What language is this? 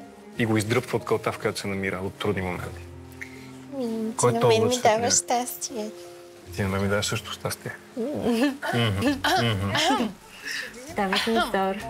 Bulgarian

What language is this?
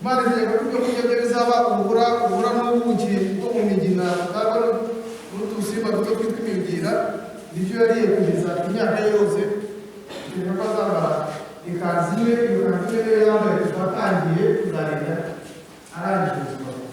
Kinyarwanda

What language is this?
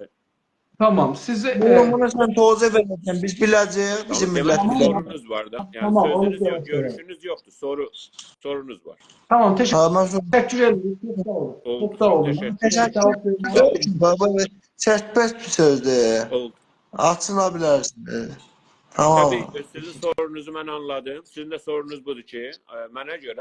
South Azerbaijani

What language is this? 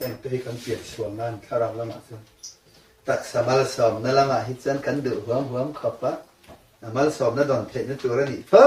Mizo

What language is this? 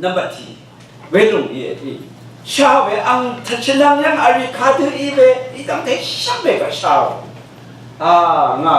Rawang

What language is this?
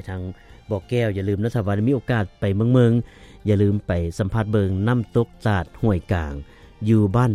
Lao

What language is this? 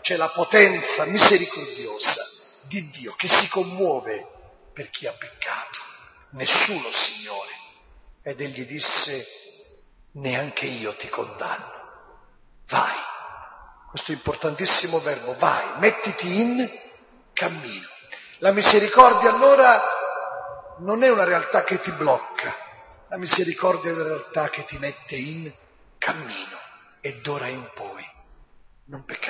Italian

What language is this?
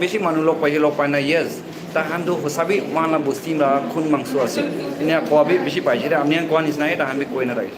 Naga Pidgin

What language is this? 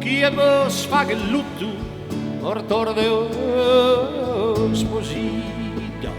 Sardinian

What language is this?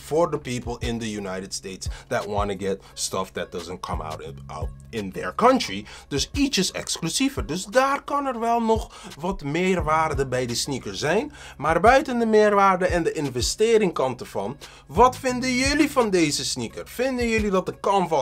Dutch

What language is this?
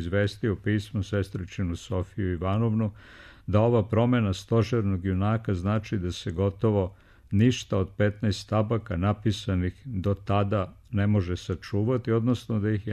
Serbian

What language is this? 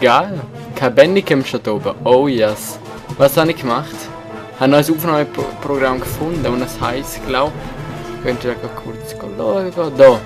Swiss German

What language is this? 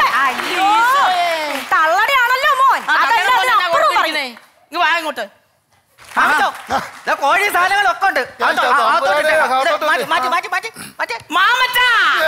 Malayalam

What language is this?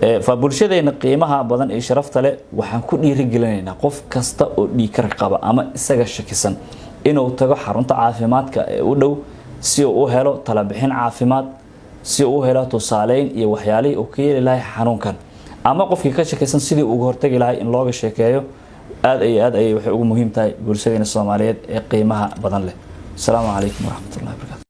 Somali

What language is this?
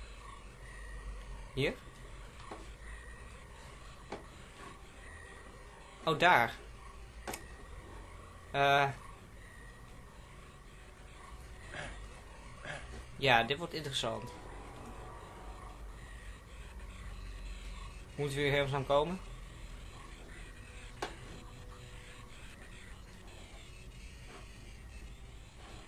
Dutch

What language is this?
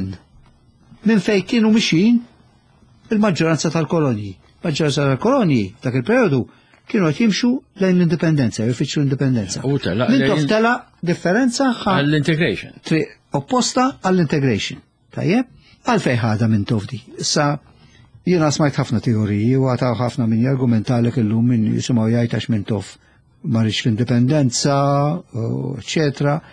Maltese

